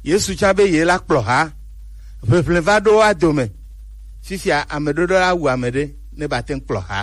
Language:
Gen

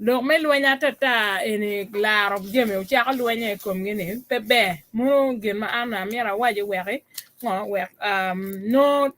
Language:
Acoli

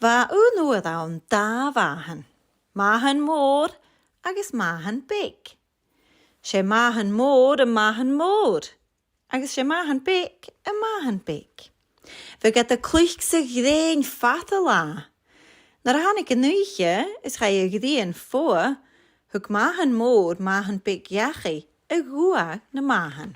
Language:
Scottish Gaelic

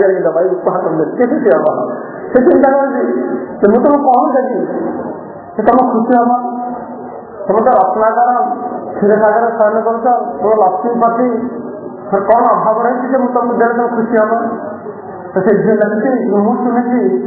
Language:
Odia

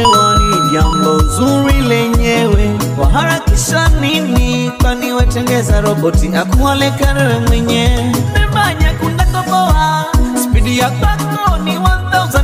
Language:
Swahili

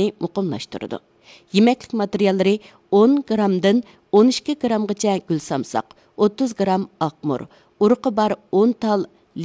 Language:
Uyghur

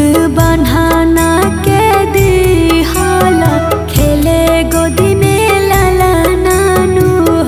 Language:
Bhojpuri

